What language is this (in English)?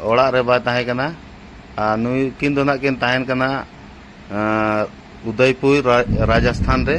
Santali